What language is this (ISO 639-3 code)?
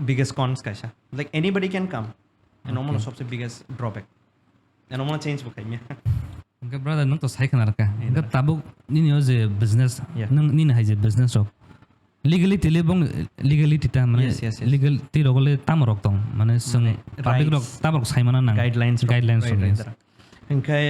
trp